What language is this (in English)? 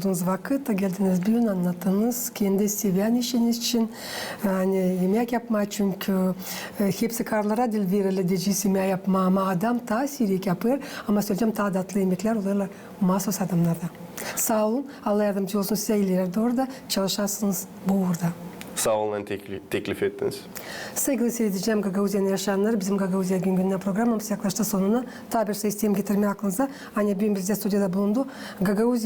Gagauz